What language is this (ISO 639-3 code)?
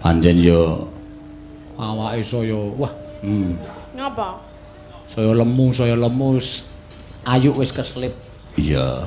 jav